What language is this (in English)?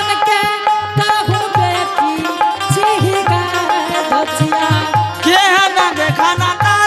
Angika